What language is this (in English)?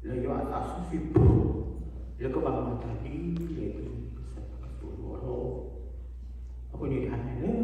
S'gaw Karen